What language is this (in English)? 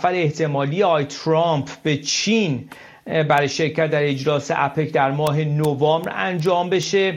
Persian